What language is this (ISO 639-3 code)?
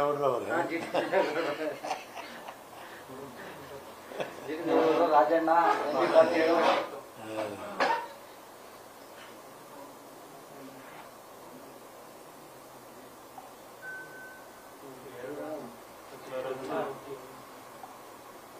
kan